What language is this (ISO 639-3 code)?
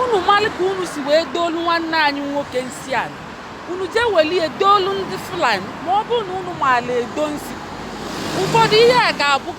ibo